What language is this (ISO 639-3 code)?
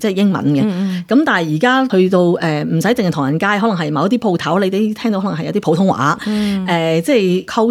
yue